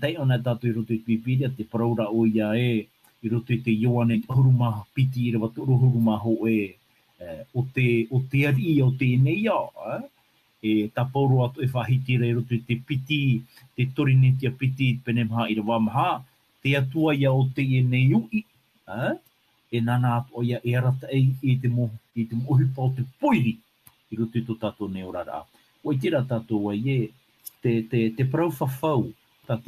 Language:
Tahitian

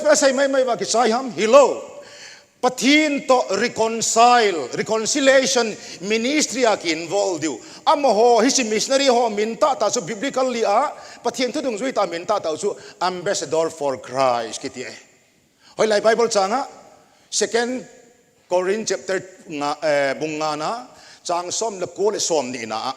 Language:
Thado Chin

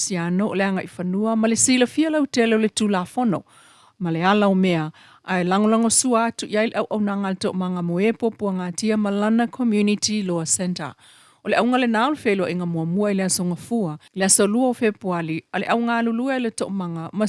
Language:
Samoan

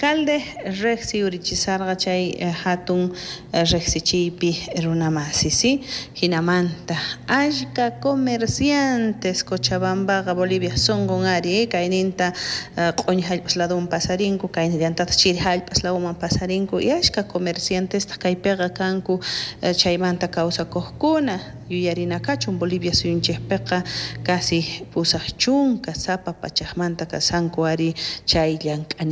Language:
South Bolivian Quechua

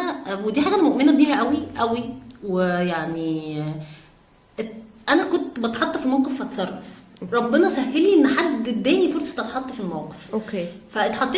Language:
Egyptian Arabic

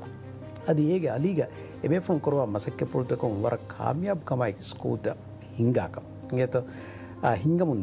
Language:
Divehi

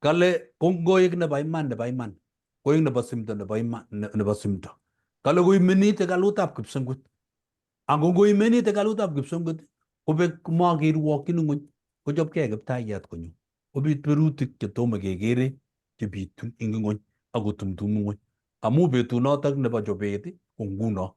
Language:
Kalenjin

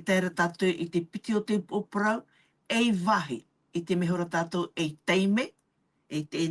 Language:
Tahitian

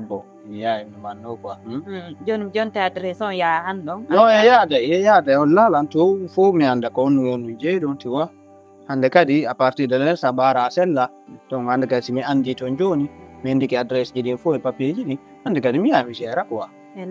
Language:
Fula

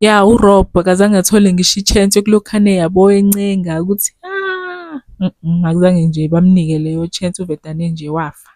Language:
Zulu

